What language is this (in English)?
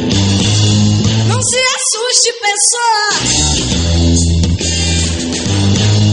Portuguese